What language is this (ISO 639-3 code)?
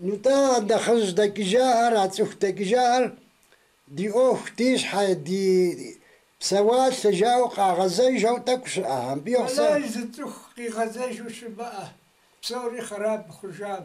kbd